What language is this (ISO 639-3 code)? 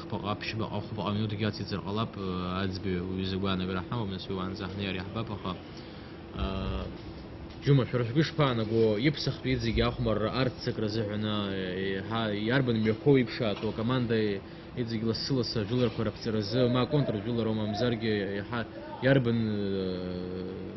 abk